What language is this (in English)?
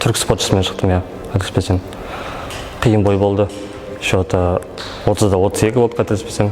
Kazakh